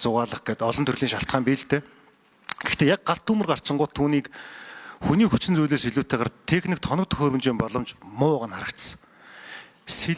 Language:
Mongolian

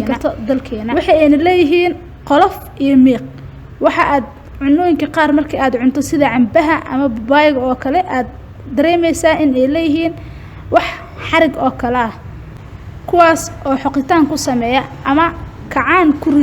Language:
Somali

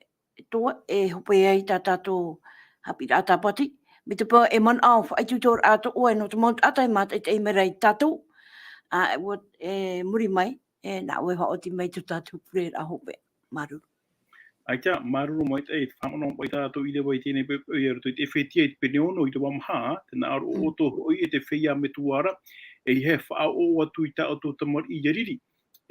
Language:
Tahitian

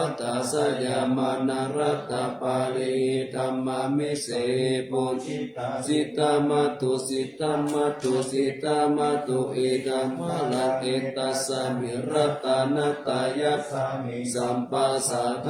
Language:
Pali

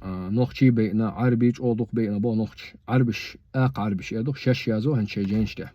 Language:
Chechen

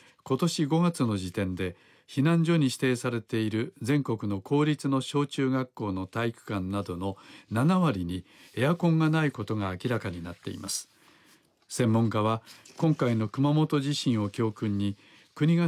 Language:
Japanese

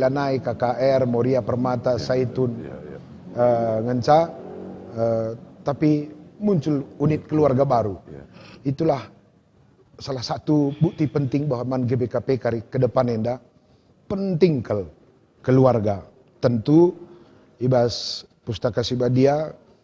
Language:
Batak Karo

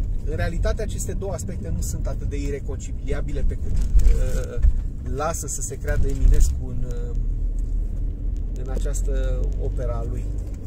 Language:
Romanian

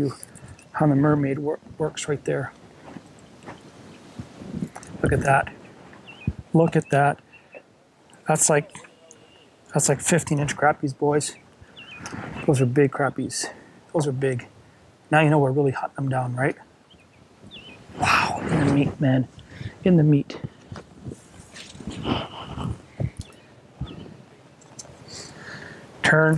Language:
English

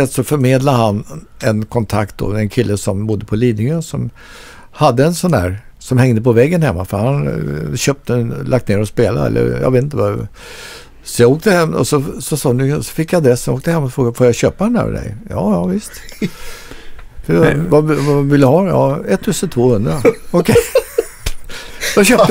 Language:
Swedish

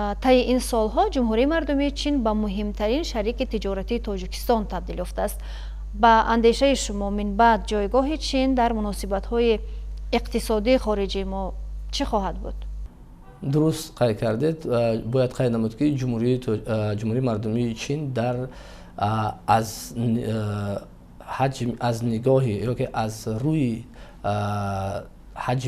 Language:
Tajik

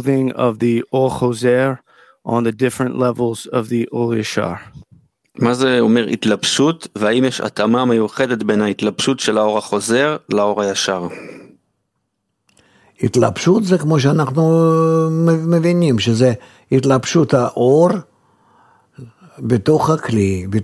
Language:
Hebrew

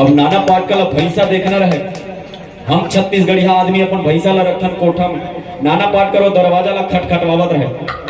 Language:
Chhattisgarhi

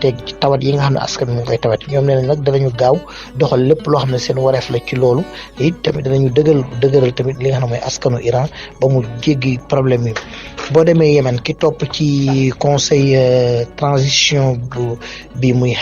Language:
Wolof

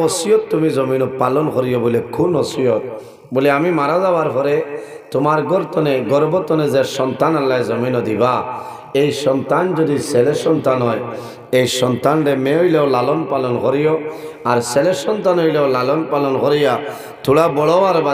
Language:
Sylheti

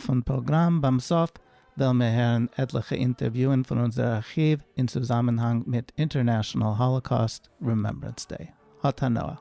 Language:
Yiddish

